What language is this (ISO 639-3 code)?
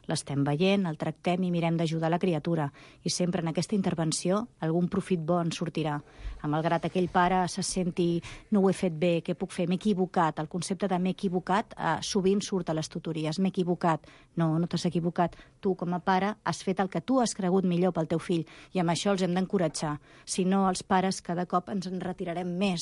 cat